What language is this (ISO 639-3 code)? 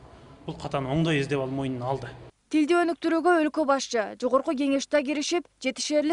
kir